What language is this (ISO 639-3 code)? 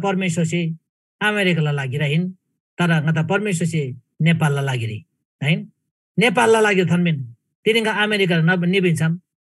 taj